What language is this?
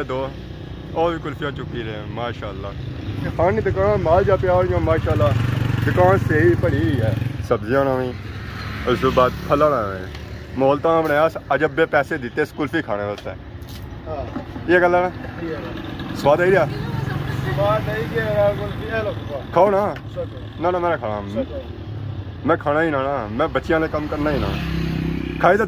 Pahari-Potwari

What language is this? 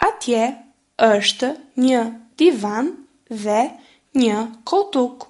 Albanian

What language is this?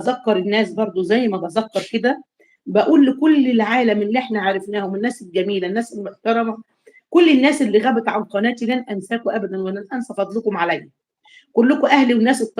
Egyptian Arabic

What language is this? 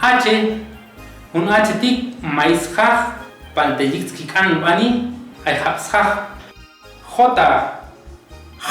Chuj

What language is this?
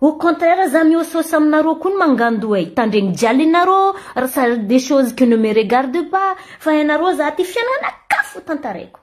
Malagasy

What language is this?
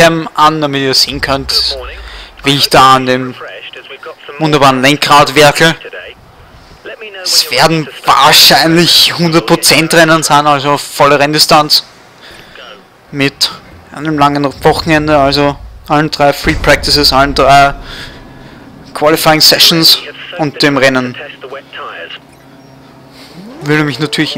German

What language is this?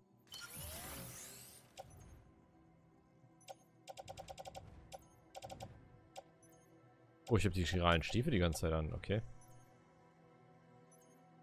German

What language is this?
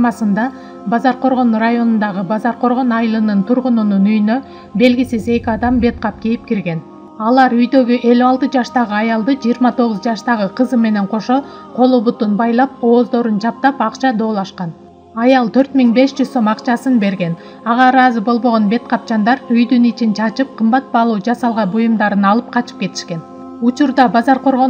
Kyrgyz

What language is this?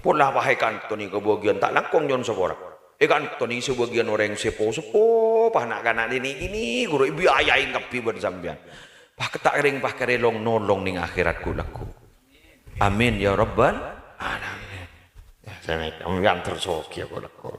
Madurese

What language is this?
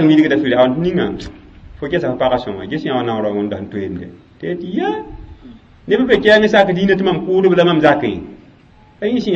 Mossi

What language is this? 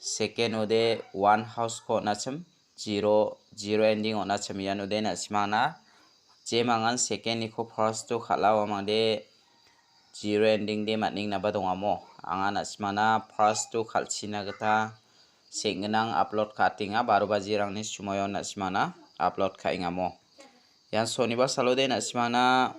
Garo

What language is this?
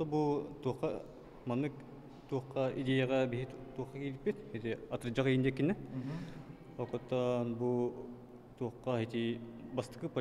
Yakut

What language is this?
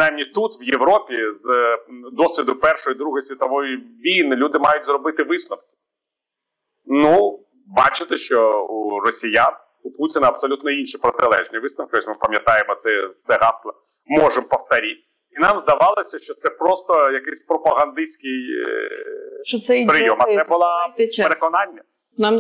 Ukrainian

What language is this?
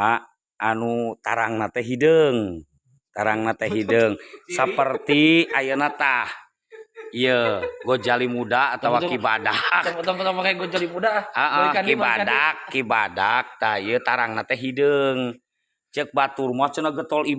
Sundanese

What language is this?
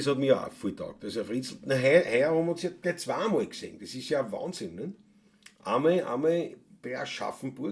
Bavarian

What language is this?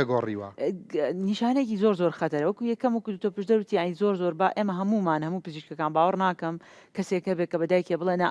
Central Kurdish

